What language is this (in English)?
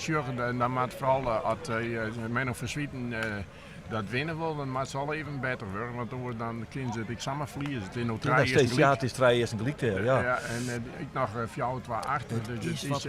Western Frisian